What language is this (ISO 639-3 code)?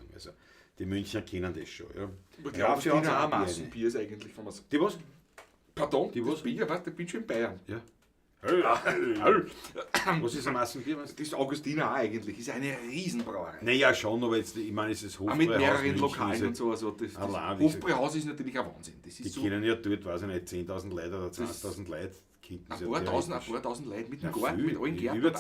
bar